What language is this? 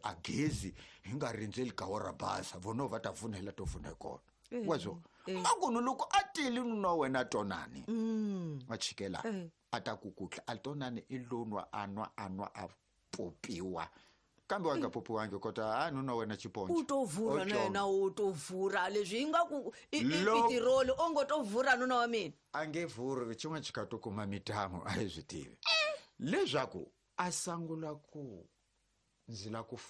Tsonga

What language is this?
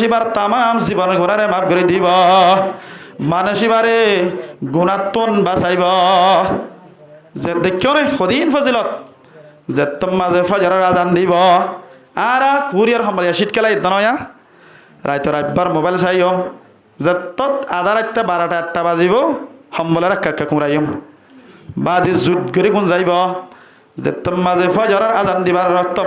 Rohingya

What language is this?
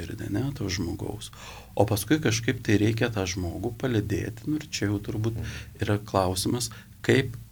Lithuanian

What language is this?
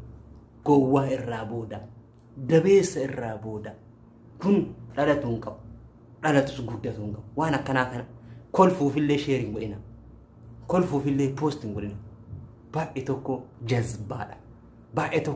Oromo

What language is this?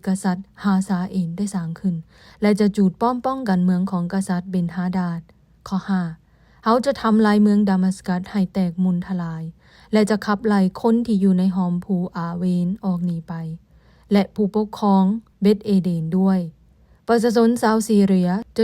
Lao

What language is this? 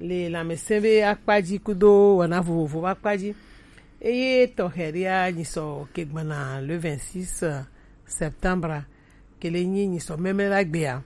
Gen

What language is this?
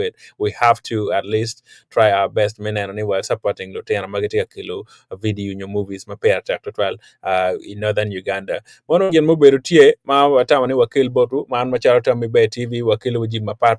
Acoli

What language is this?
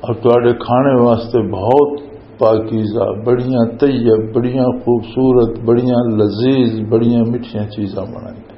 Western Panjabi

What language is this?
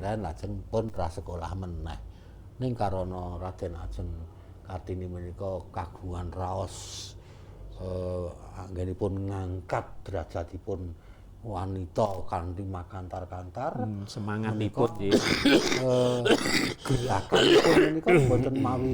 Javanese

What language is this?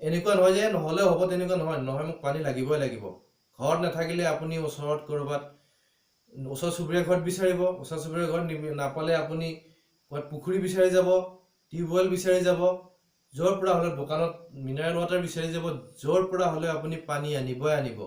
Assamese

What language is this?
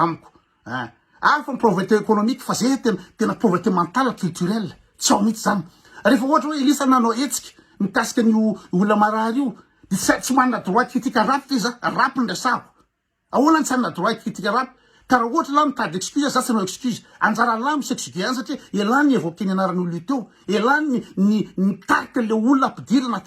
Malagasy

